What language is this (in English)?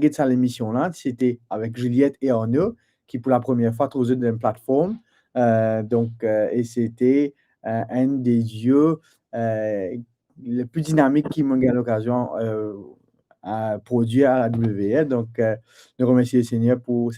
Morisyen